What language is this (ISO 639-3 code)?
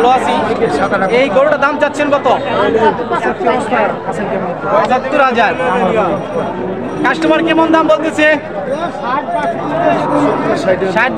ben